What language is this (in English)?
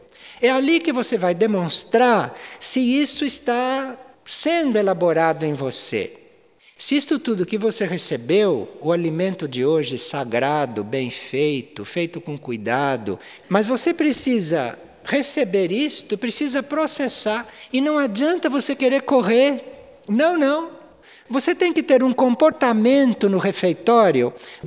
Portuguese